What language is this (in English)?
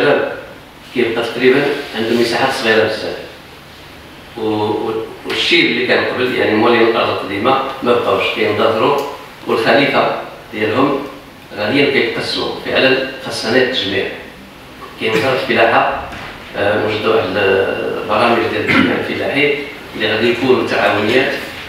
Moroccan Arabic